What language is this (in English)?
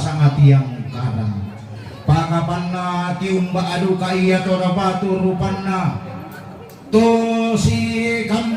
Toraja-Sa'dan